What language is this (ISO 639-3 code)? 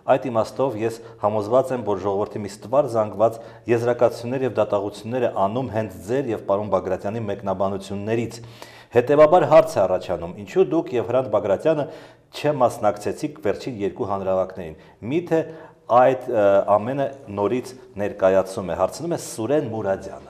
hye